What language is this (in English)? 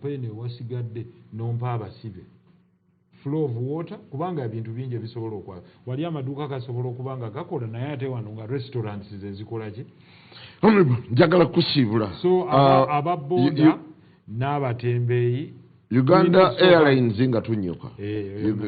Ganda